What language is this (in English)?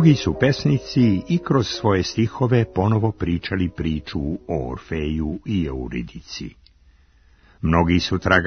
Serbian